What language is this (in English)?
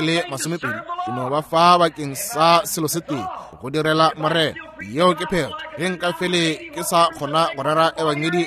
Northern Sotho